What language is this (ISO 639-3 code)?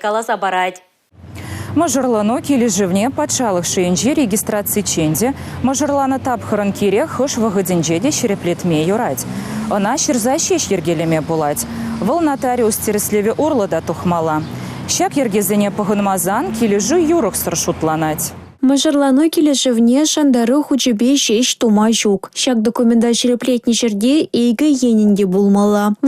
chv